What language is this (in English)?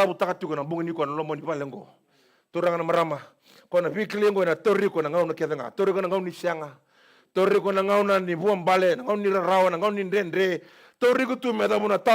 Fijian